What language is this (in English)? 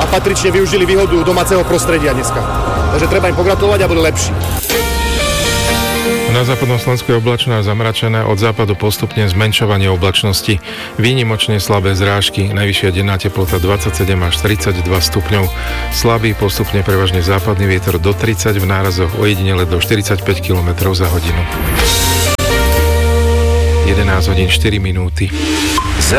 Slovak